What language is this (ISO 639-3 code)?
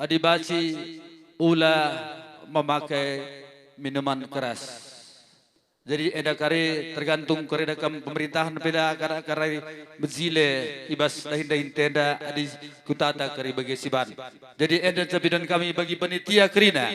btx